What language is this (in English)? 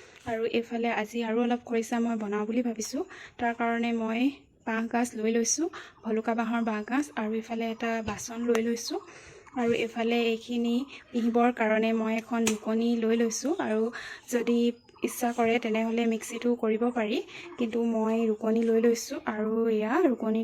Assamese